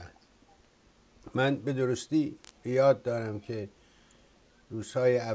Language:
Persian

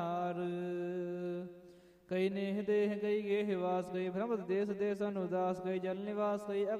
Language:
Punjabi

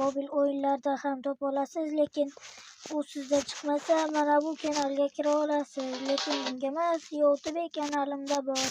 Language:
Uzbek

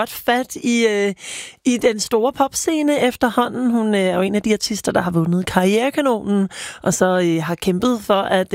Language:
Danish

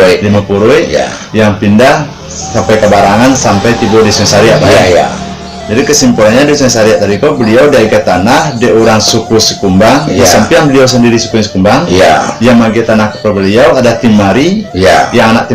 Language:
Minangkabau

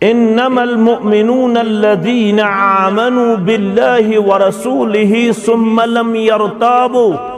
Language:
Kashmiri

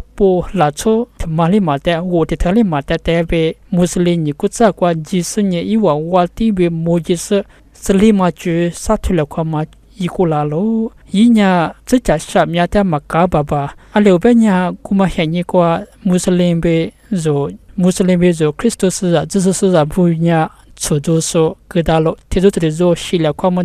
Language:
Lisu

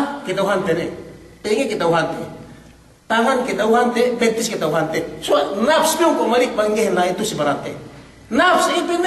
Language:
Yakan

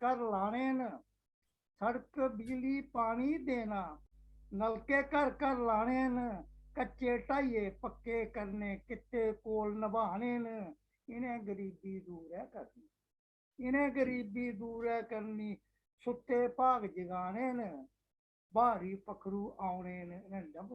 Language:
Dogri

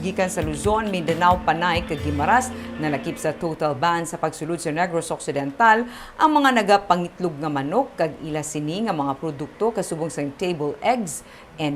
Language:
Hiligaynon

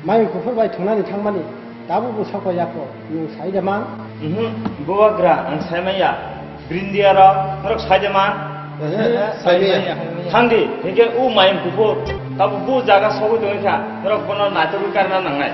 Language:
Kok Borok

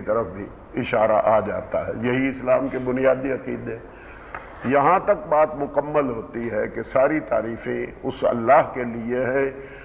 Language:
Urdu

